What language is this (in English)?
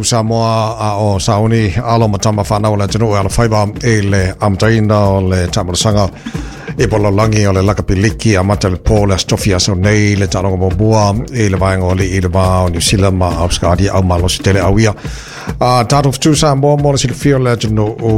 Samoan